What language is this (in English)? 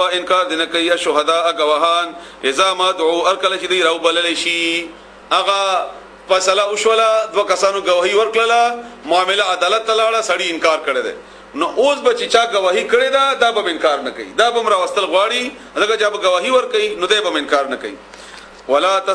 Pashto